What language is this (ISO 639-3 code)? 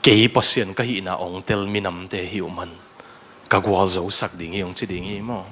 ctd